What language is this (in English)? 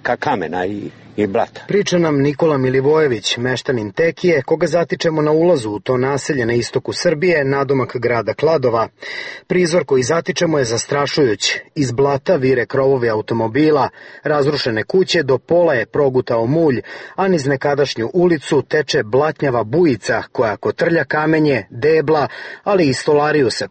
Serbian